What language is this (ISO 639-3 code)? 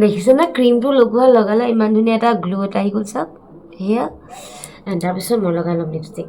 asm